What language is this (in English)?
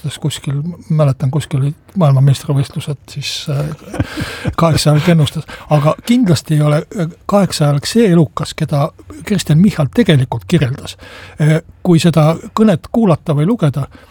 Estonian